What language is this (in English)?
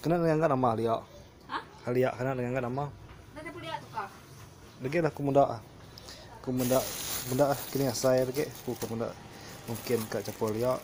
Iban